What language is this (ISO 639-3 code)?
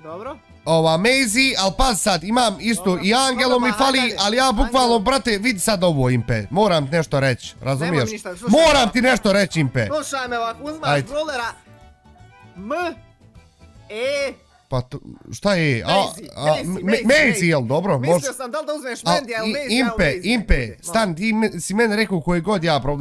bos